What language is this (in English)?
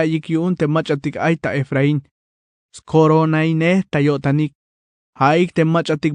Tzeltal